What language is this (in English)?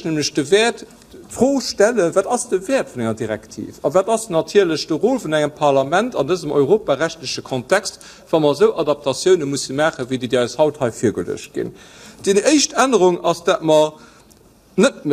Luxembourgish